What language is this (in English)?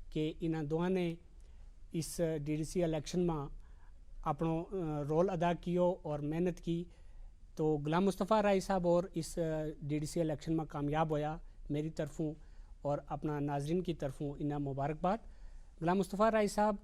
Gujari